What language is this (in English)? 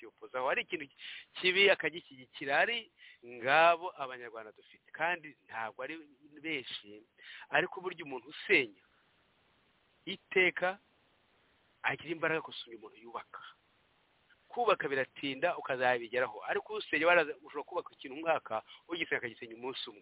Kinyarwanda